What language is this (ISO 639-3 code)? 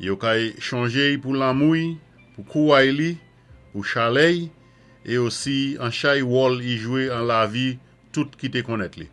acf